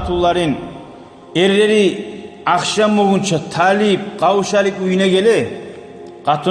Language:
Kumyk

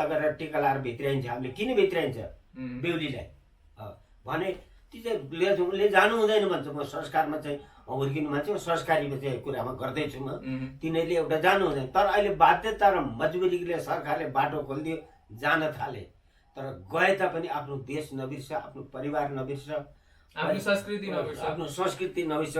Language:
Nepali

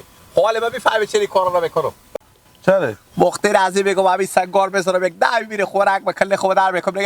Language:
Persian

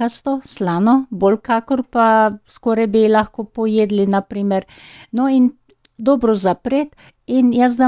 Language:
Slovenian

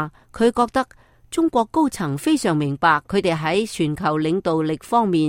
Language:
Cantonese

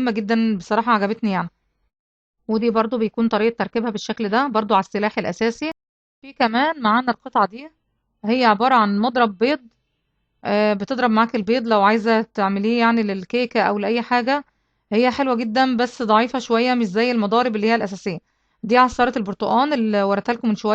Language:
Egyptian Arabic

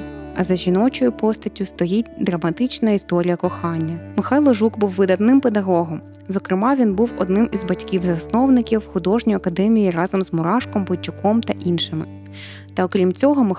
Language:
Ukrainian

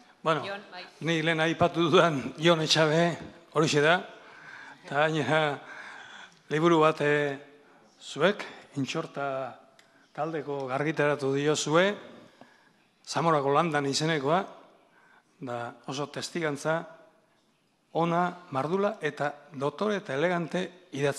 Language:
Basque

